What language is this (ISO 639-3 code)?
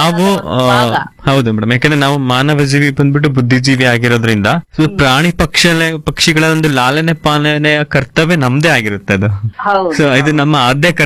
kan